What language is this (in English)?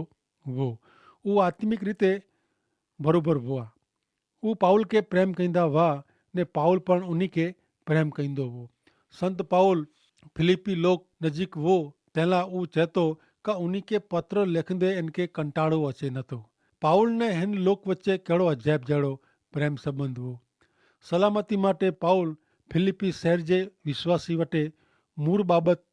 Kachhi